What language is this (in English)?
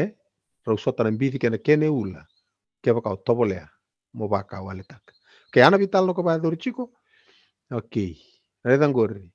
Fijian